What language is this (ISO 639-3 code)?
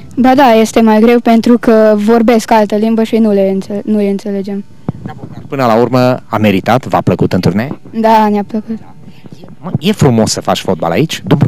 ron